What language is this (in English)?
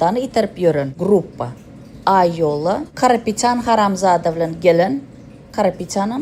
Turkmen